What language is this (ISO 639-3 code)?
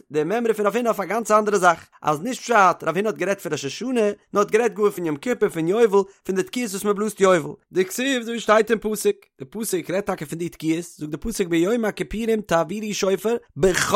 yid